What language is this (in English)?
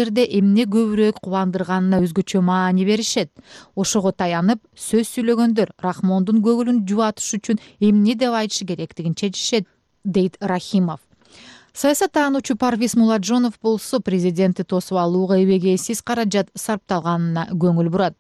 Kyrgyz